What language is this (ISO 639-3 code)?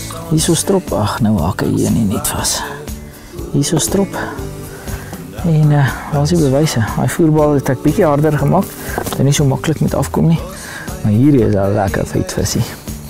afr